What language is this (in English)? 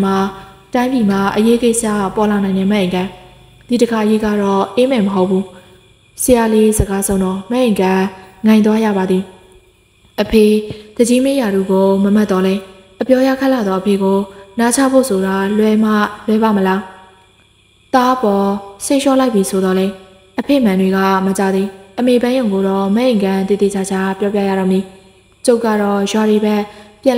Burmese